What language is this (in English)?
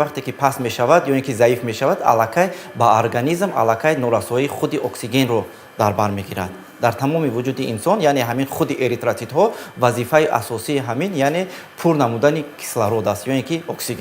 Tajik